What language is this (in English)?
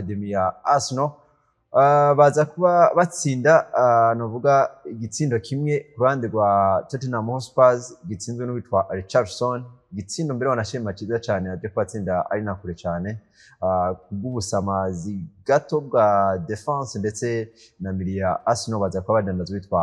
Rundi